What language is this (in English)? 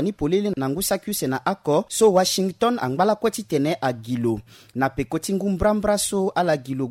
Sango